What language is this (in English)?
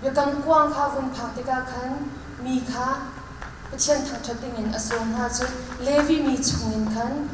Hakha Chin